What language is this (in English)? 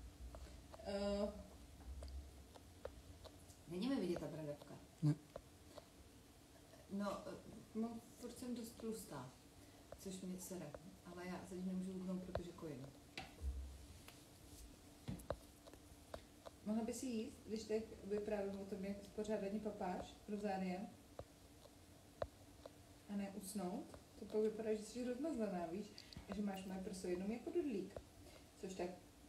Czech